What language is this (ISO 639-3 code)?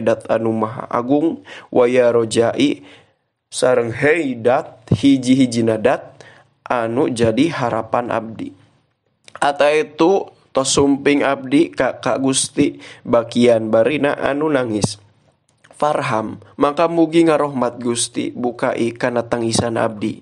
sun